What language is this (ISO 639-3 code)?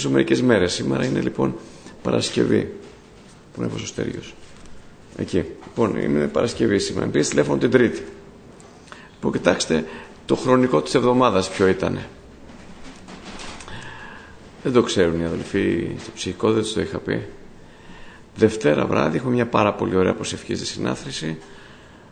ell